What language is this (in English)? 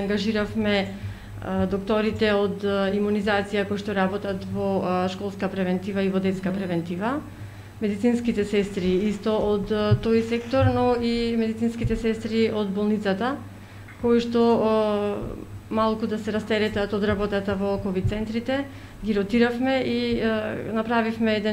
Macedonian